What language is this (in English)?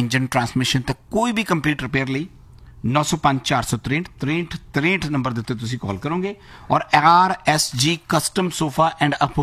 Punjabi